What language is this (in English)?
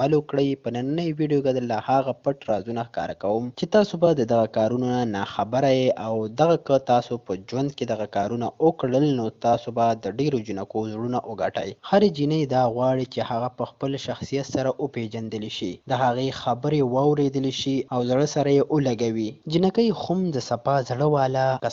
Pashto